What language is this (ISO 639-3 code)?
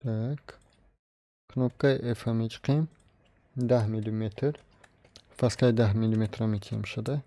tgk